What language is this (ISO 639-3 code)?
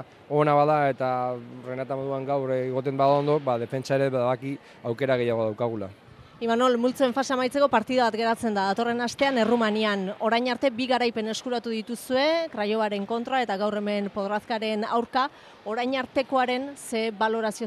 eus